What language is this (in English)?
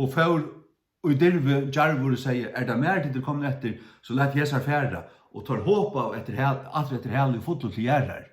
Faroese